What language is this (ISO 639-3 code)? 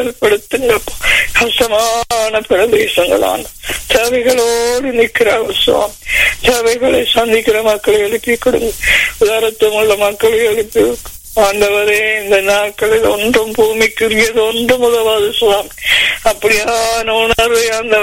tam